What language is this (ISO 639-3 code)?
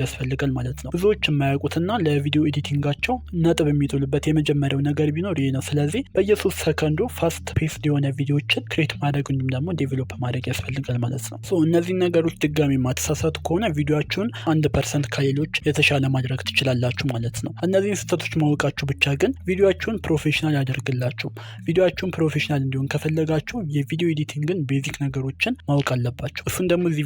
amh